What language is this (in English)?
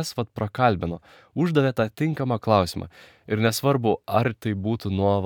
Lithuanian